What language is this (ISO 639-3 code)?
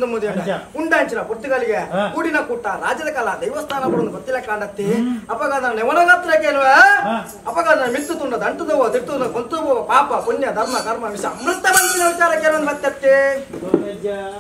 tcy